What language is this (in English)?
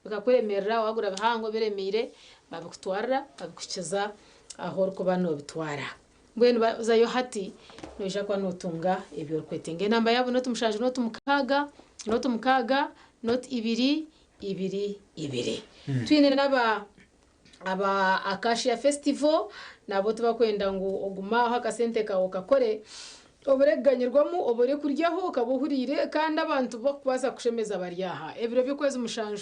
Nyankole